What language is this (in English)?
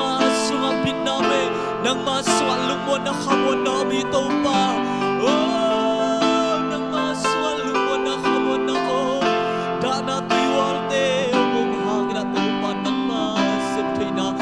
Tedim Chin